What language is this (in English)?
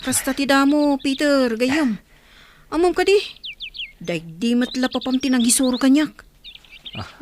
Iloko